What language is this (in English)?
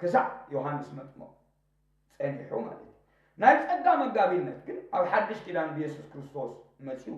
Tigrinya